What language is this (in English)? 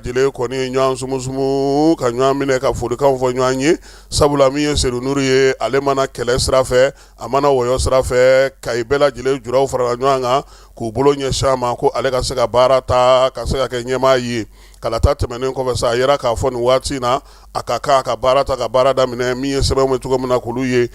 Bambara